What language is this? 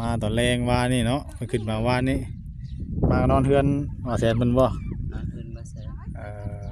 Northeastern Thai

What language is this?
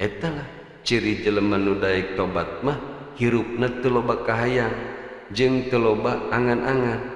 Sundanese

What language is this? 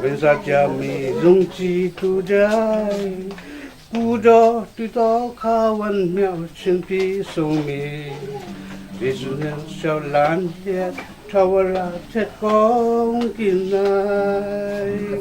Falam Chin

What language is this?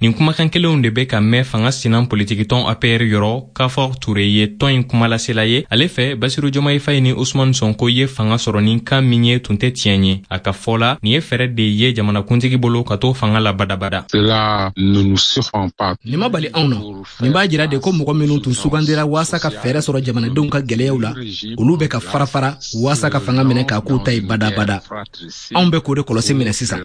Bambara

